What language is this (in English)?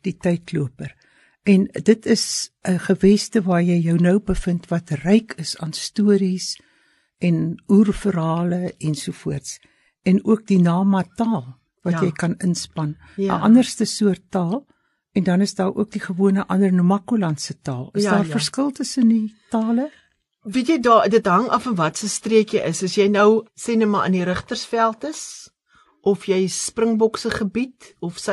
Afrikaans